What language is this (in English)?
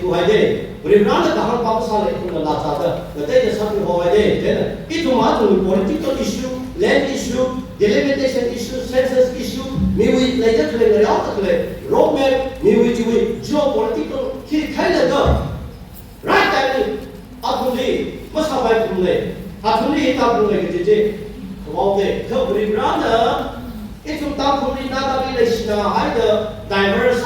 Tangkhul Naga (India)